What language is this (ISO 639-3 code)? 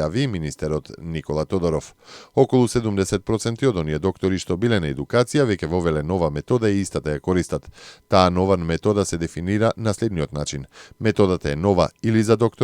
mkd